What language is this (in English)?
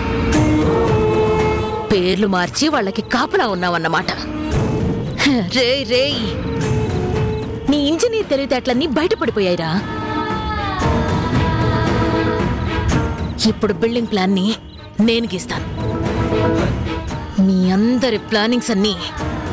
Telugu